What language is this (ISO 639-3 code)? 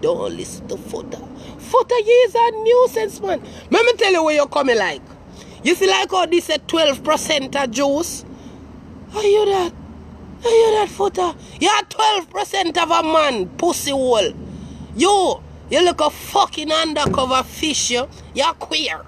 jam